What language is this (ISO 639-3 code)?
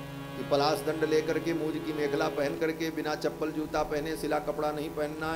hin